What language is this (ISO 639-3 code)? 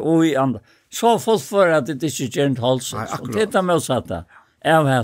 fao